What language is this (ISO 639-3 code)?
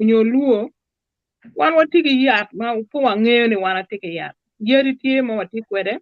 ach